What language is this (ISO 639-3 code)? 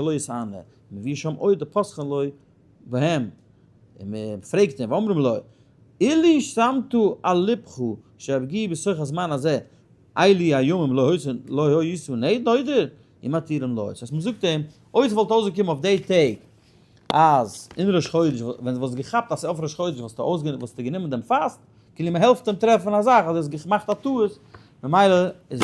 yid